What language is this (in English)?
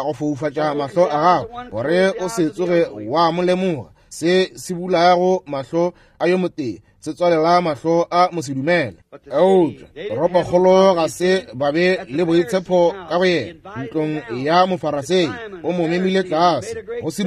Northern Sotho